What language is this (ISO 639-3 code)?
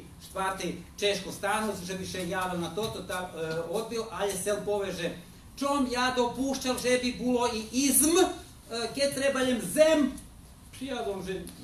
rue